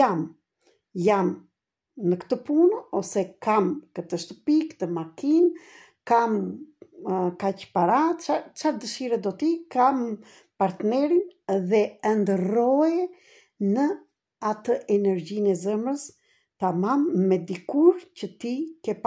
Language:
Albanian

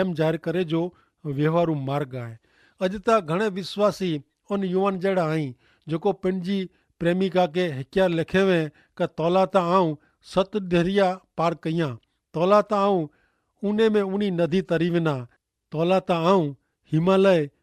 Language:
Kachhi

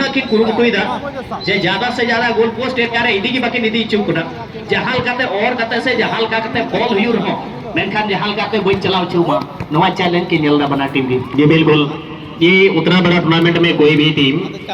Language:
Santali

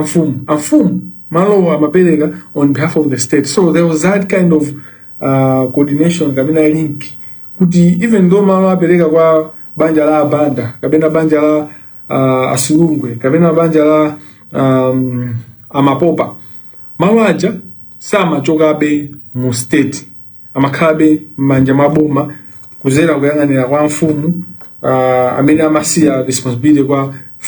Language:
Nyanja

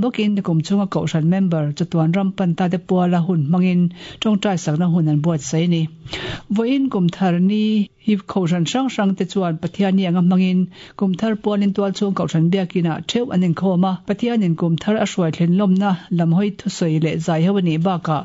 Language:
Mizo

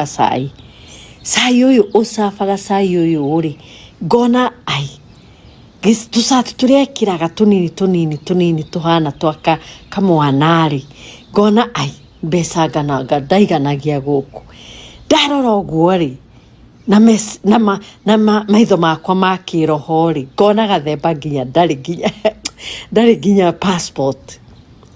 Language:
Kikuyu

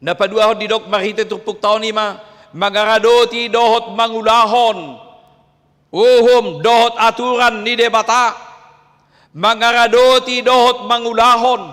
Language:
Batak Toba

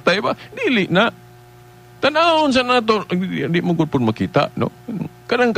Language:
Cebuano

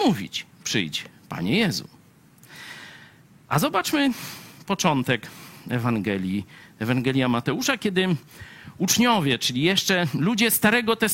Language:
Polish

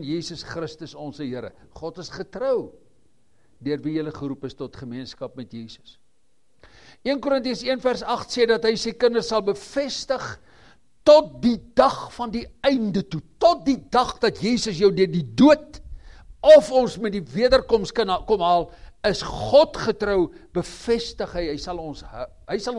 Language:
Afrikaans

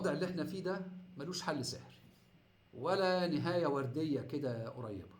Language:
Egyptian Arabic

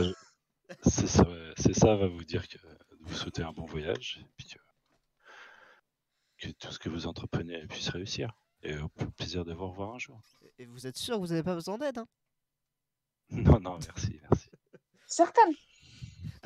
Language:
French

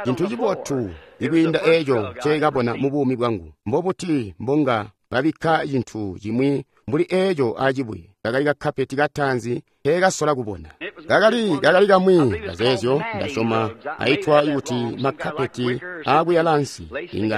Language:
Tonga (Zambia)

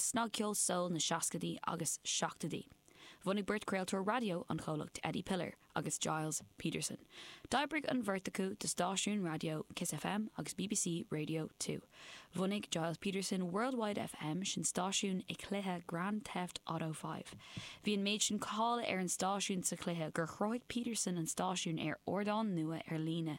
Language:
Irish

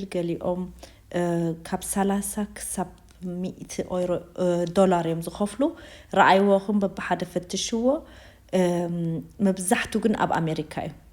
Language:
Tigrinya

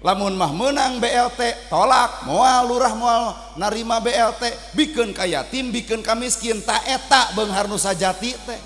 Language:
Sundanese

